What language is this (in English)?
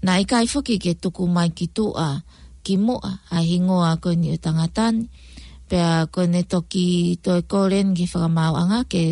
Tongan